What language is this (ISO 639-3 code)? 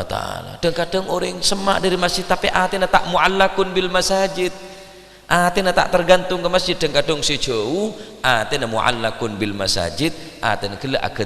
mad